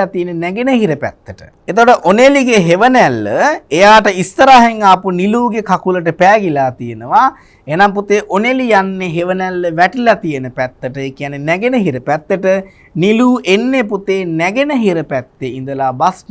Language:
Sinhala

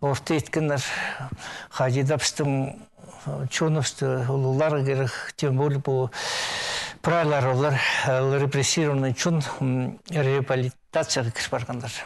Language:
Khakas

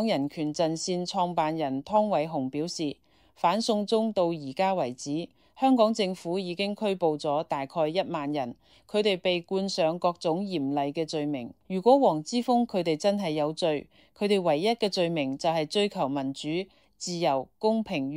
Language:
Cantonese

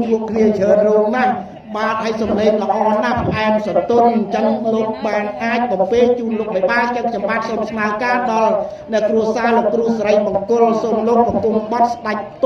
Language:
Khmer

